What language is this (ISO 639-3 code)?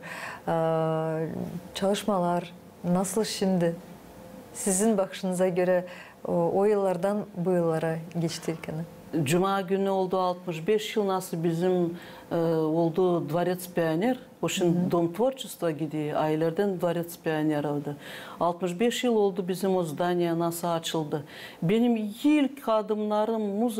gag